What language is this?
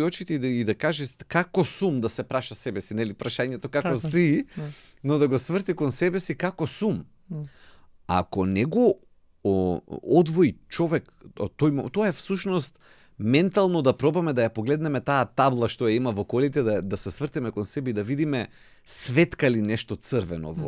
Macedonian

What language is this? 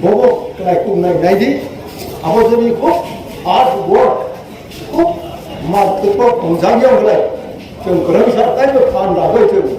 Kok Borok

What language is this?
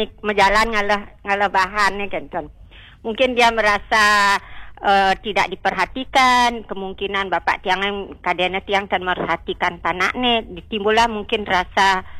Balinese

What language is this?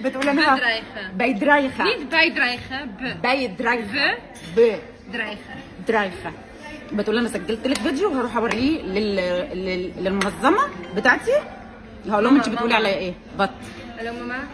Egyptian Arabic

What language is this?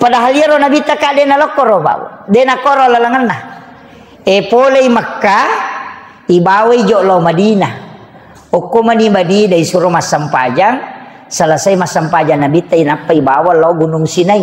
Buginese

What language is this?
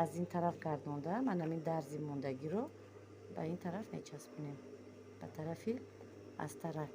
Tajik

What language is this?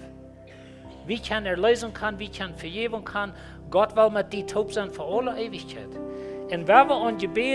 Plautdietsch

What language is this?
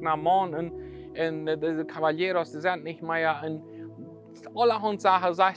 Plautdietsch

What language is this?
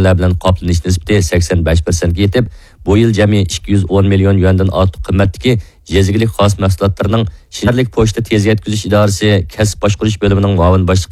Uyghur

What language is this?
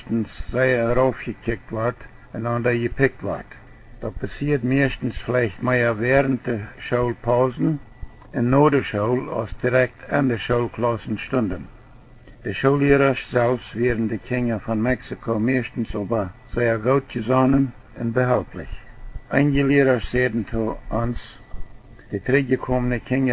Plautdietsch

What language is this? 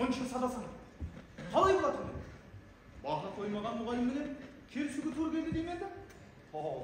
Kara-Kalpak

